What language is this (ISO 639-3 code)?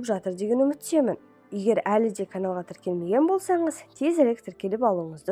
kaz